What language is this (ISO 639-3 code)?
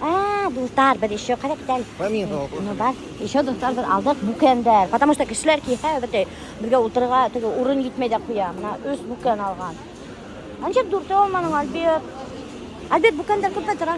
bak